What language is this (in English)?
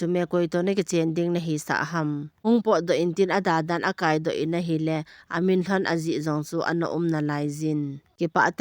Thado Chin